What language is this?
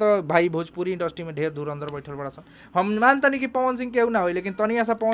Bhojpuri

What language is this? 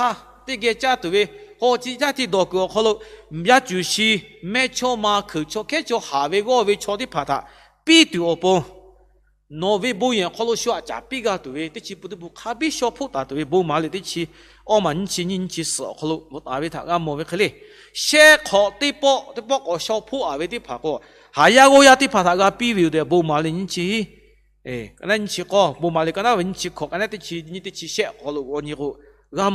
Lahu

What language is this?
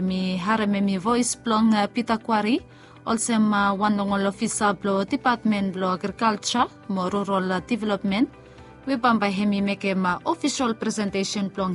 Bislama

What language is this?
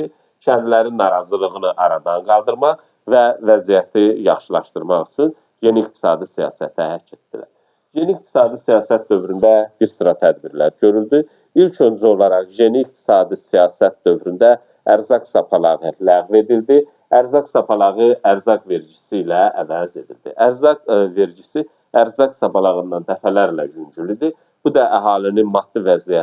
Azerbaijani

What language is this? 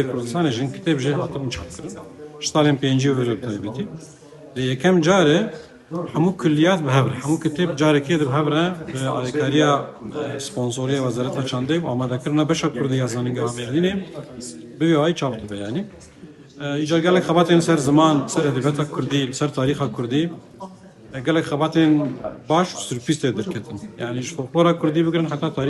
Kurdish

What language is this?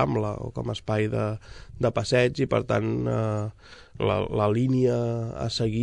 Catalan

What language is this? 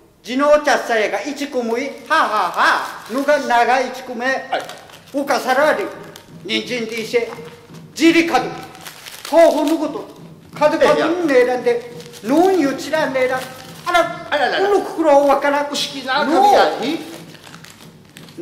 Central Okinawan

